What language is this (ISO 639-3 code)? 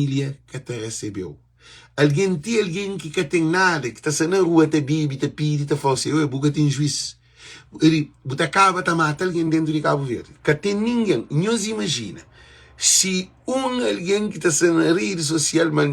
kea